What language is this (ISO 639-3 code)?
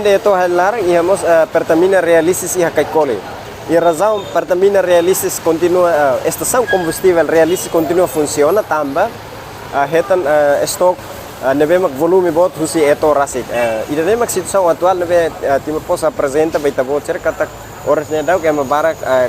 tet